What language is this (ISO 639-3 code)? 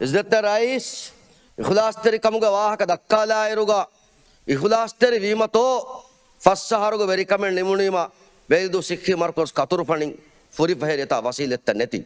div